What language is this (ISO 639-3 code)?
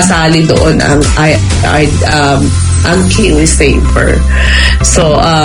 fil